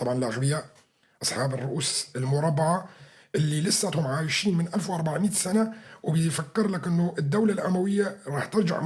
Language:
North Levantine Arabic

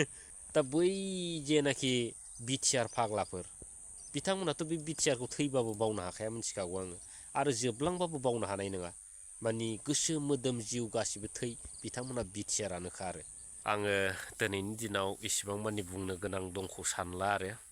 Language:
Bodo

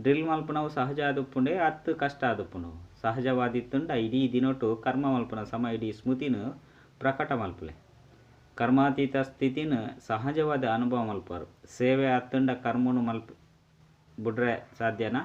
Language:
Tulu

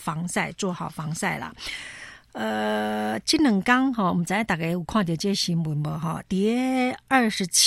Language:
Min Nan Chinese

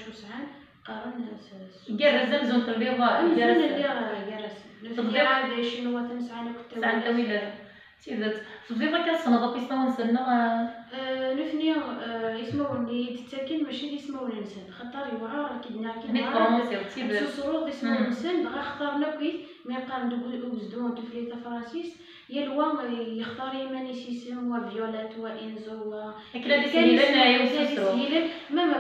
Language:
Kabyle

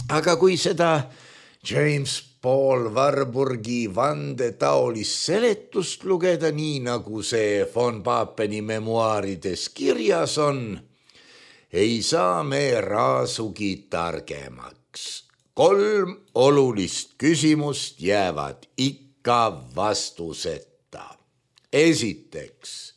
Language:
Estonian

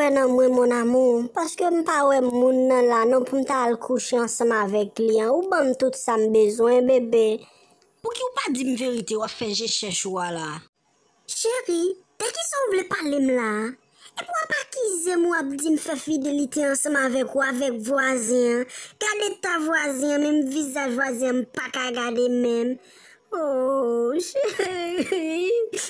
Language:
Haitian Creole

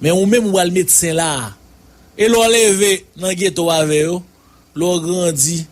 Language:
Haitian Creole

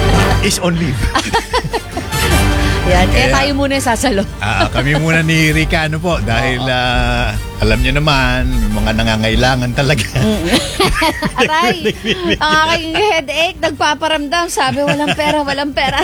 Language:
Filipino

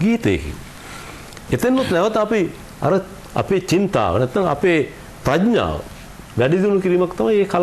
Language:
Sinhala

